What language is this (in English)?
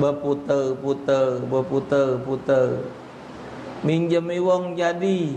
Musi